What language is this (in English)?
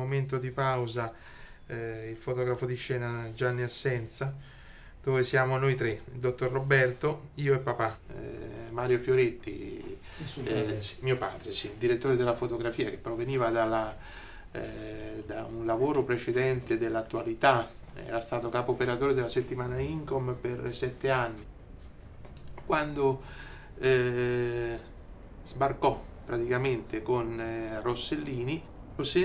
Italian